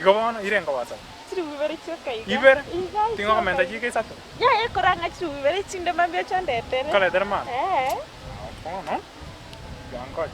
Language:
Gusii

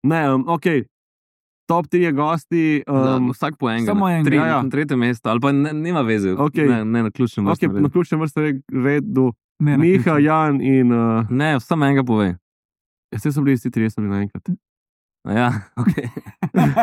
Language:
Slovenian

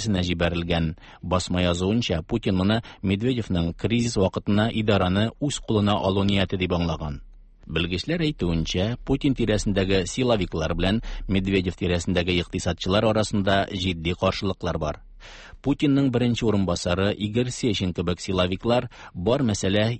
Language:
Tatar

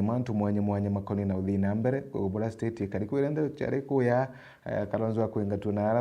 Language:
Meru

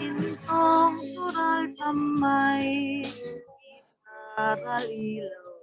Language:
Falam Chin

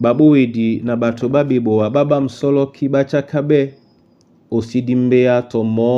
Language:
Duala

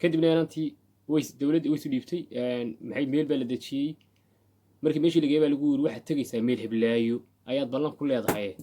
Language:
Somali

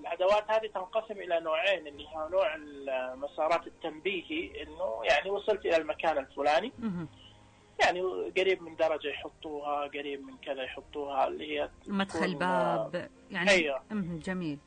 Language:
Najdi Arabic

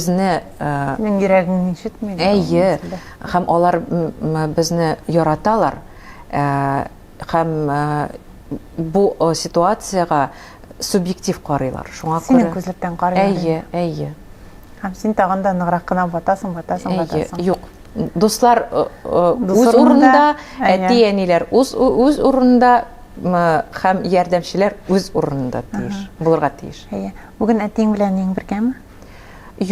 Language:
Tatar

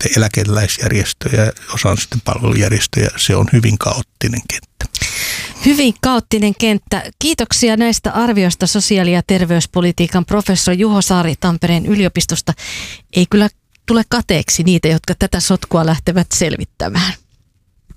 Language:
Finnish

